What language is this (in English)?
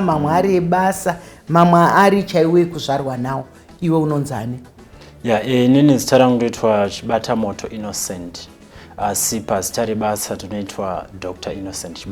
Shona